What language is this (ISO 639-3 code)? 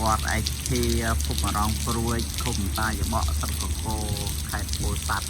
khm